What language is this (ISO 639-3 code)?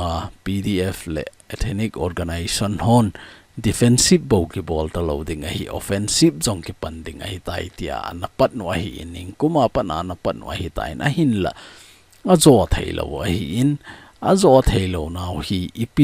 tcz